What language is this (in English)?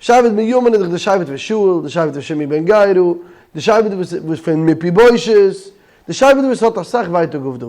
Yiddish